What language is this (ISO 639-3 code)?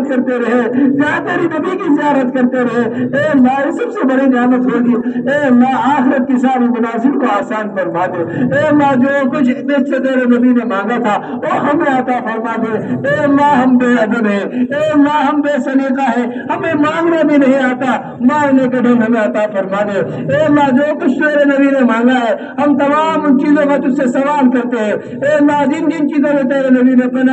urd